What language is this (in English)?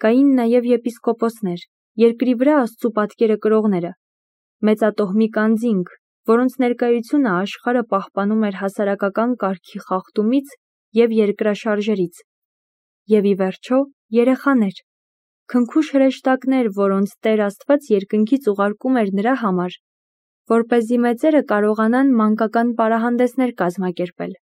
Armenian